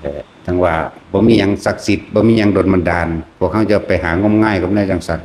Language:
Northeastern Thai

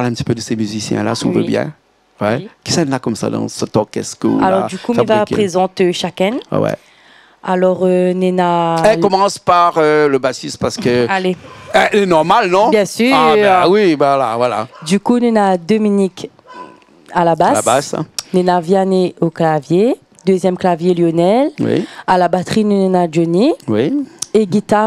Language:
Réunion Creole French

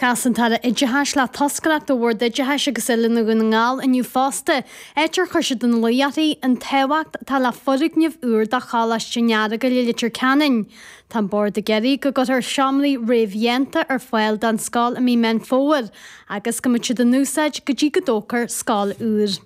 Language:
Irish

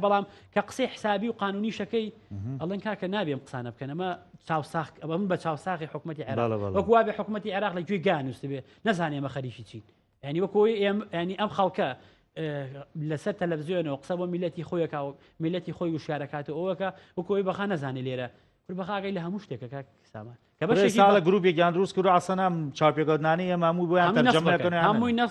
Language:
Central Kurdish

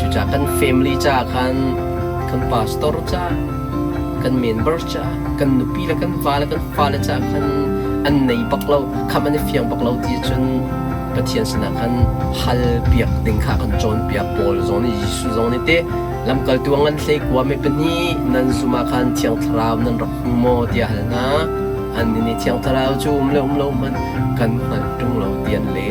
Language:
Hakha Chin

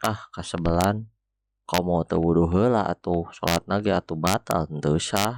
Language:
Sundanese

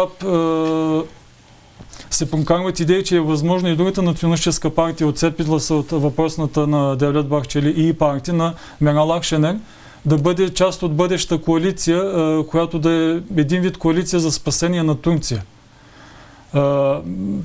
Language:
Bulgarian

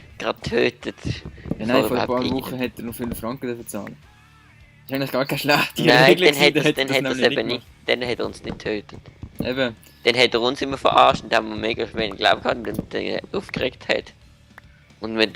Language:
Swiss German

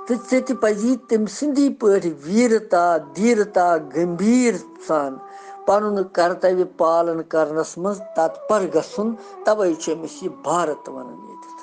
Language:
Kashmiri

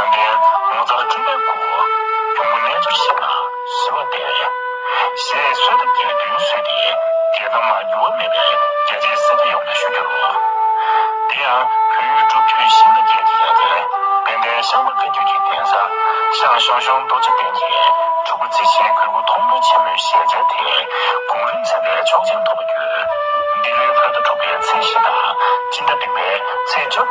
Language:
Tibetan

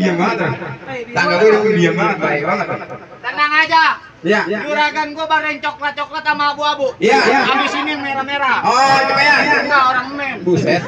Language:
Betawi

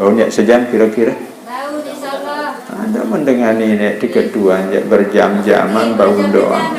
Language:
Sasak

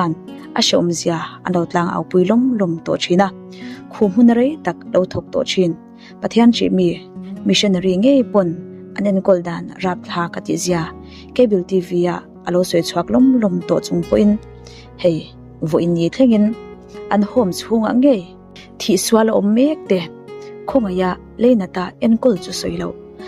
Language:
Mizo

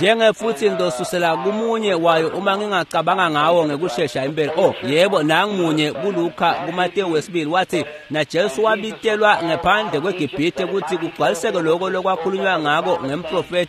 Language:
Swati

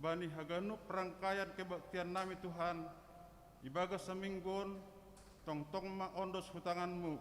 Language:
Batak Simalungun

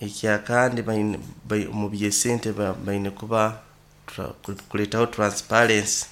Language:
Nyoro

